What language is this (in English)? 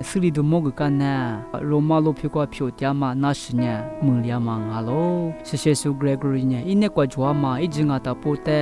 Lisu